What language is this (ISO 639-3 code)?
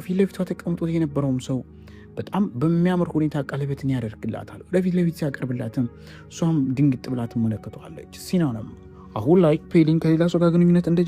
amh